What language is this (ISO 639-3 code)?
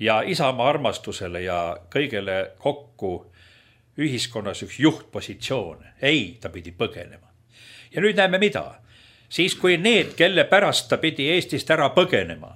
est